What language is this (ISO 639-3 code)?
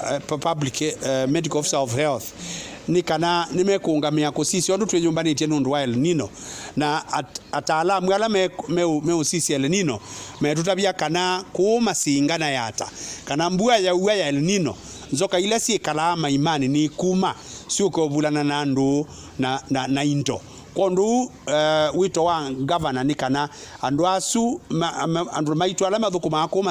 kam